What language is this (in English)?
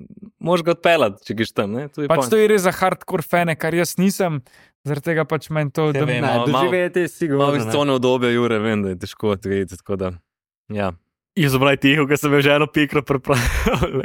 Slovenian